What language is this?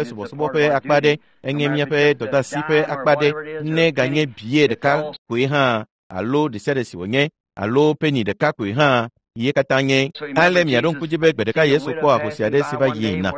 Ewe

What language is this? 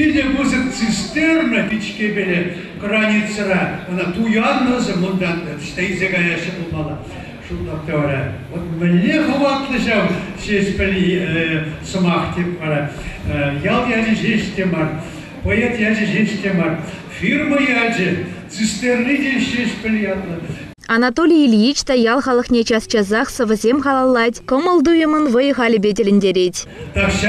Chuvash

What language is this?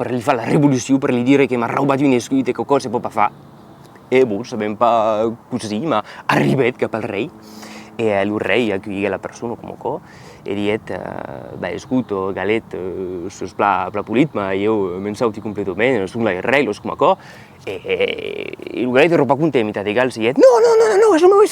Occitan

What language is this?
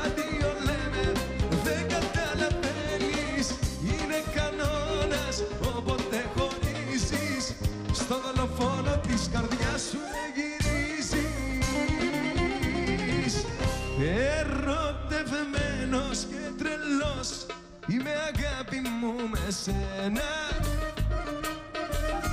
Greek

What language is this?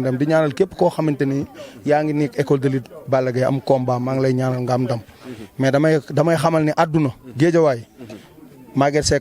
Wolof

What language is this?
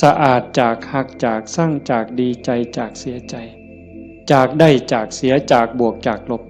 Northeastern Thai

